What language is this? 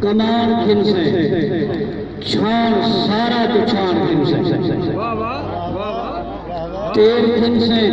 Saraiki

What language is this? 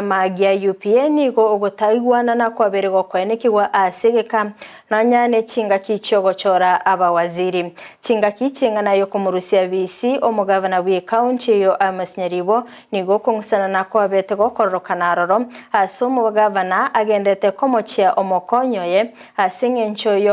Gusii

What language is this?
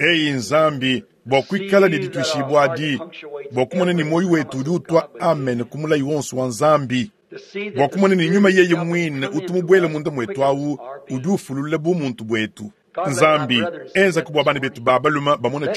Luba-Lulua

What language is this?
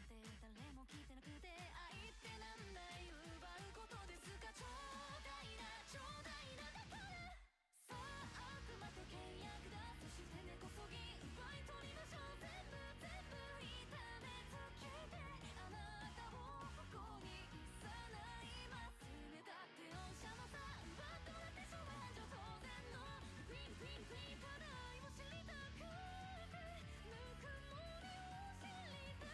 Japanese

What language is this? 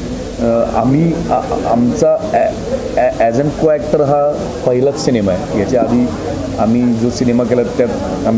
Marathi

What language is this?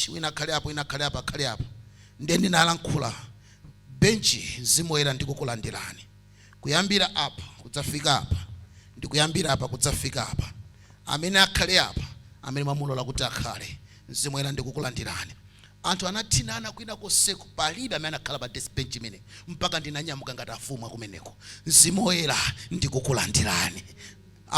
Nyanja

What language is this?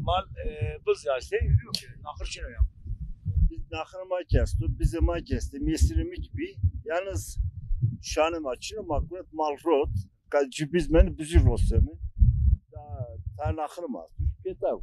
Zaza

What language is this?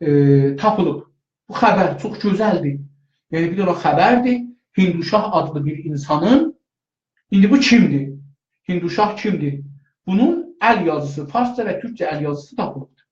South Azerbaijani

